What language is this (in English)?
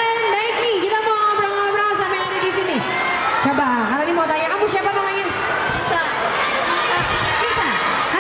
Indonesian